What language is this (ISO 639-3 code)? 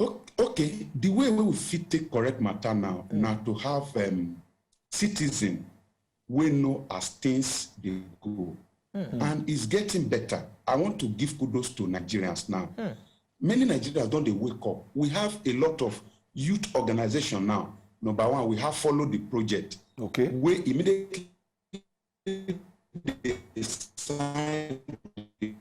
pcm